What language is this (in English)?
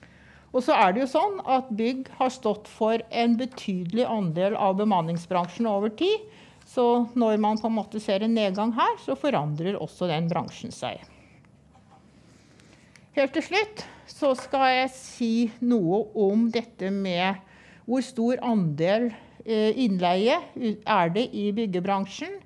Norwegian